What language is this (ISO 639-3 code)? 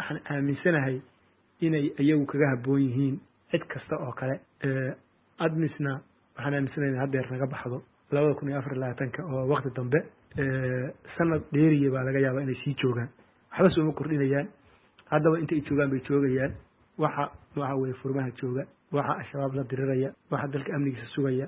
som